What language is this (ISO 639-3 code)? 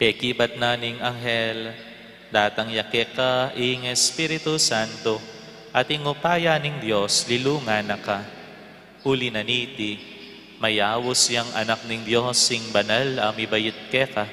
pam